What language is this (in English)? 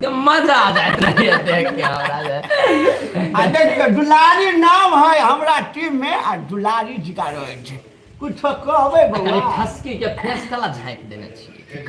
Maithili